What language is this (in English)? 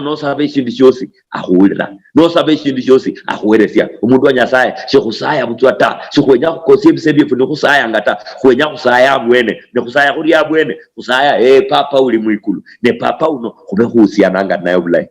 Luyia